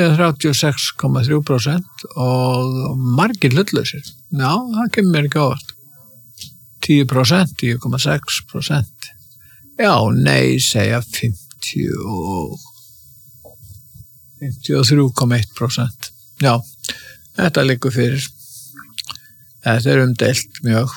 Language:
Icelandic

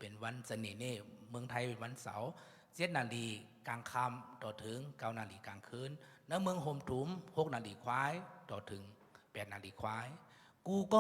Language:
Shan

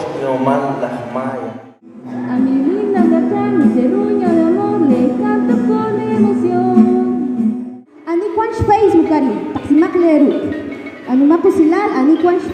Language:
Kekchí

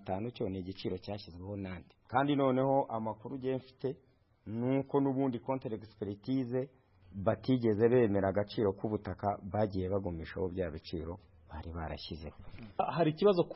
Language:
Kinyarwanda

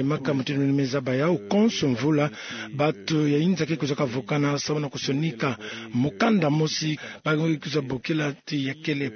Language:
Kituba (Democratic Republic of Congo)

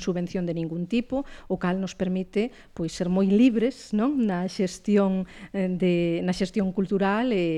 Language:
Galician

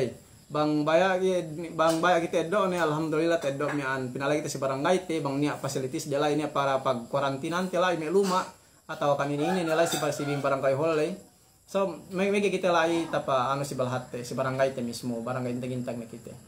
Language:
Yakan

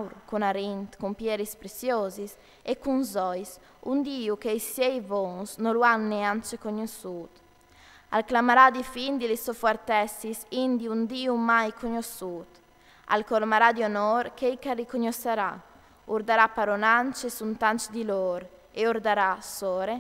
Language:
Friulian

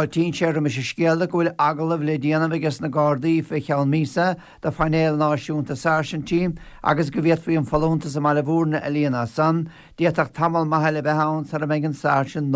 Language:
Irish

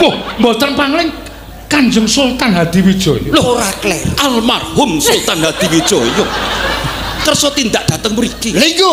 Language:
Javanese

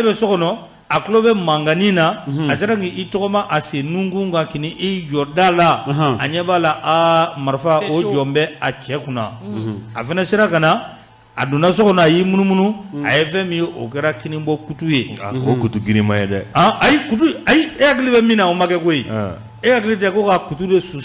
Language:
Bambara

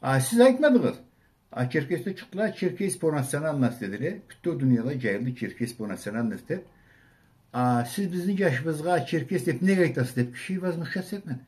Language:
Karachay-Balkar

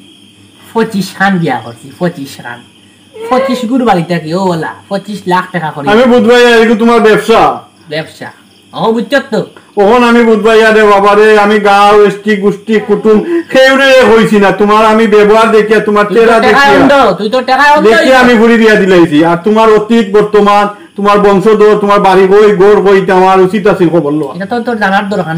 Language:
Sylheti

